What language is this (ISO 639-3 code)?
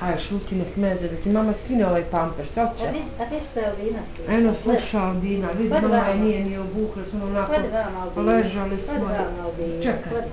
bos